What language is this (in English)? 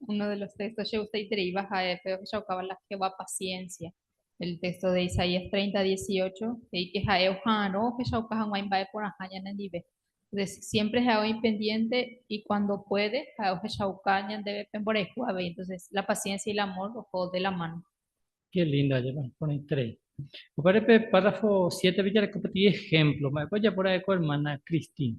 Guarani